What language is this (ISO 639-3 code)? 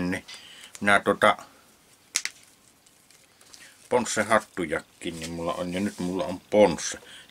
fin